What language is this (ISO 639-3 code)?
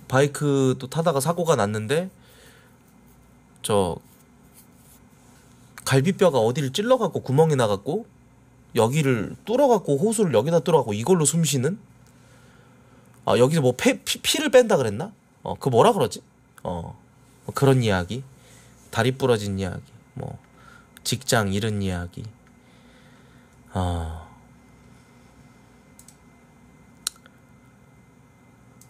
kor